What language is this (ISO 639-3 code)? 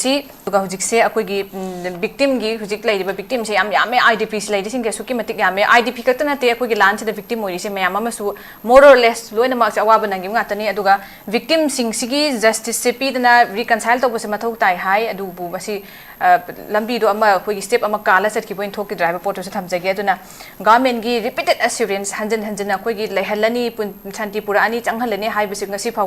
mni